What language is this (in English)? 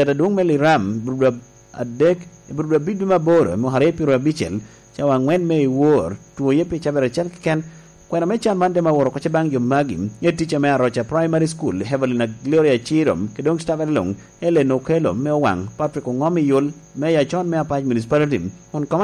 Lango (Uganda)